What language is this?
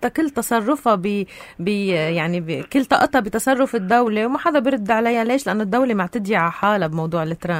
North Levantine Arabic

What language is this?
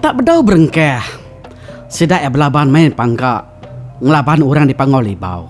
Iban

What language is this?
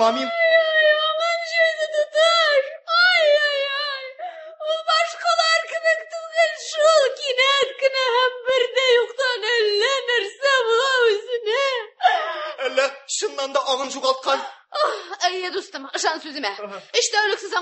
Tatar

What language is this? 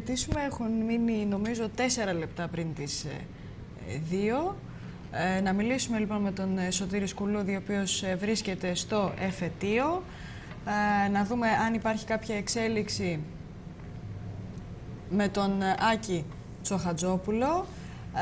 Greek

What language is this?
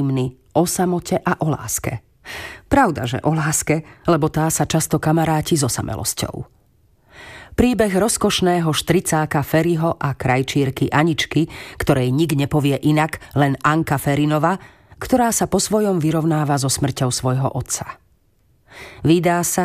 Slovak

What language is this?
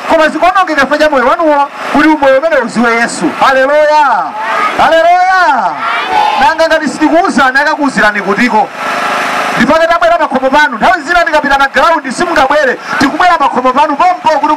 Nyanja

